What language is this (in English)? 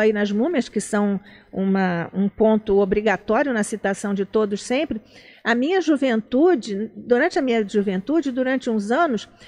Portuguese